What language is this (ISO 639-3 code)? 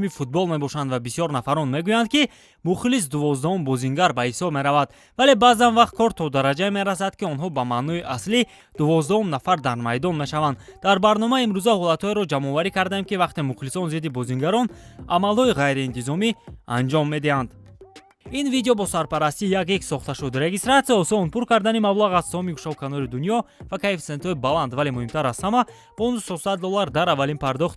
tgk